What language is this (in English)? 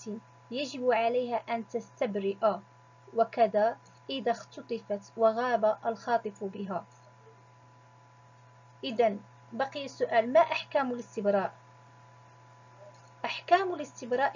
Arabic